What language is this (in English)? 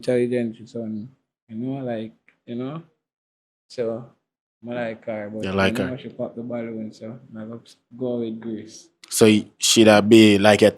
Jamaican Creole English